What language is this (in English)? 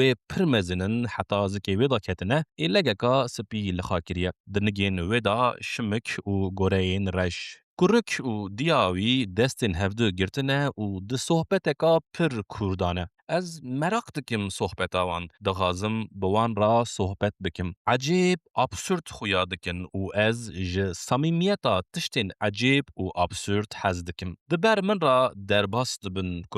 Kurdish